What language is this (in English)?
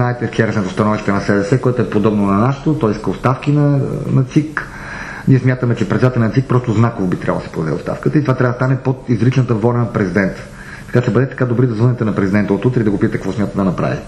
Bulgarian